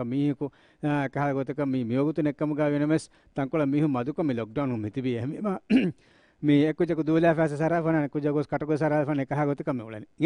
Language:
Divehi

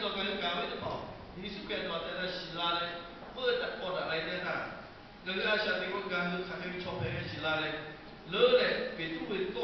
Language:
Lahu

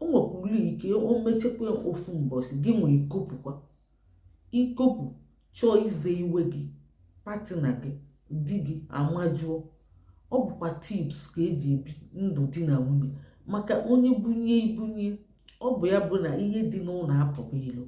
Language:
Igbo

